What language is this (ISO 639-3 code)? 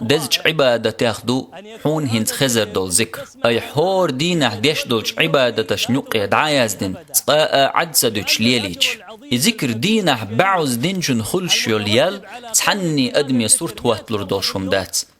che